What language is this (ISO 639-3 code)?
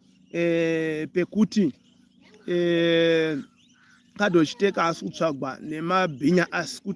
sna